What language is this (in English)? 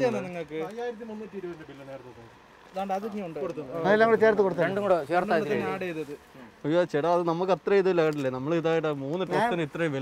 Malayalam